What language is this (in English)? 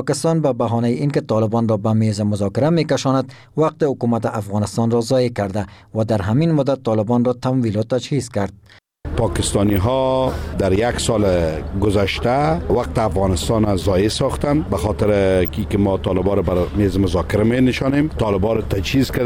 Persian